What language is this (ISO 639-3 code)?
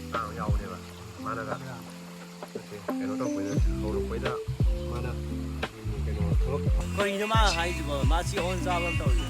mni